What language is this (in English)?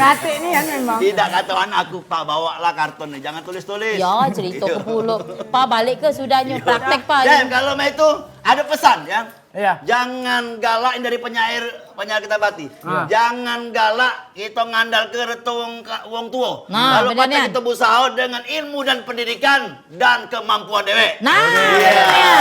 Musi